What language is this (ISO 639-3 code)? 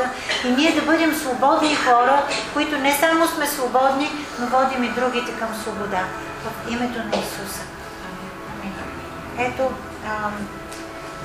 bul